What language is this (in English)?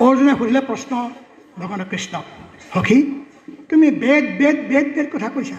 Assamese